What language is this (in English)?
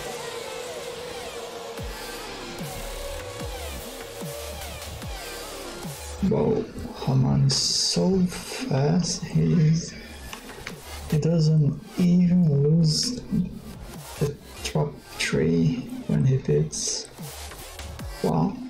English